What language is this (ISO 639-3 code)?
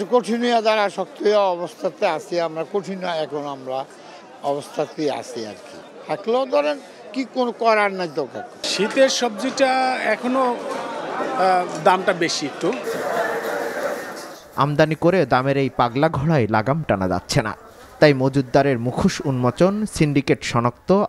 ben